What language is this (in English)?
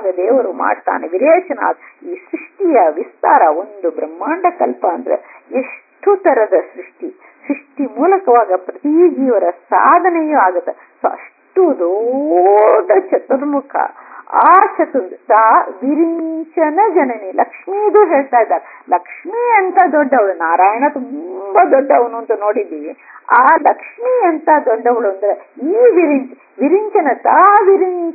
Kannada